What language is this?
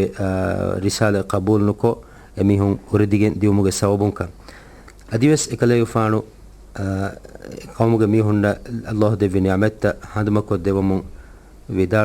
Divehi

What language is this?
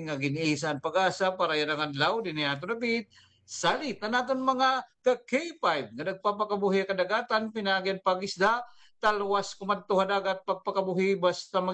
Waray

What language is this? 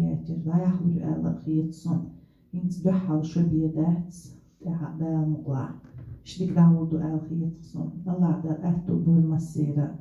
Chechen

